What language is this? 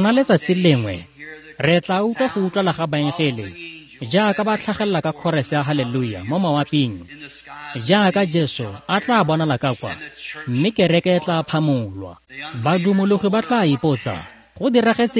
Tswana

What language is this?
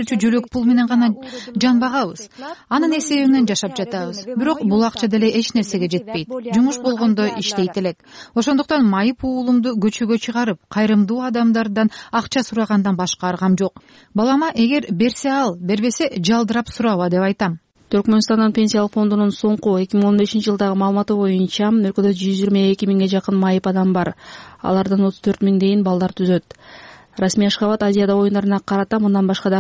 Kyrgyz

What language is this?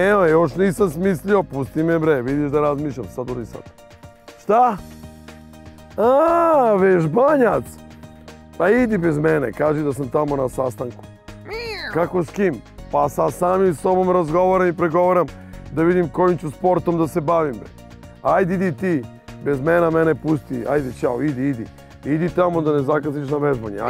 Serbian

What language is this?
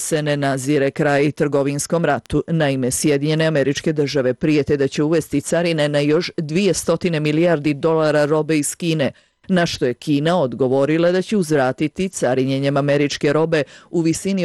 Serbian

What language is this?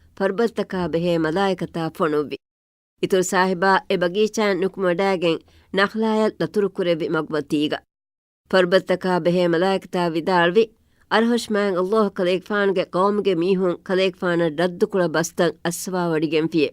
Divehi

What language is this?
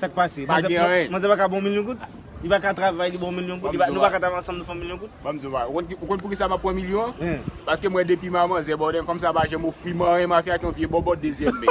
Haitian Creole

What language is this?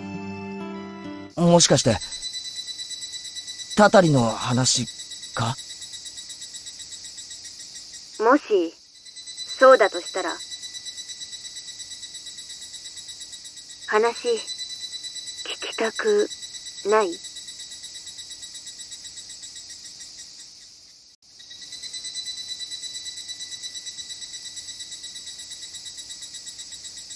Japanese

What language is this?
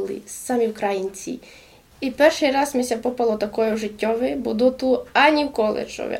Rusyn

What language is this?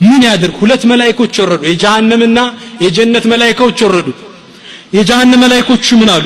Amharic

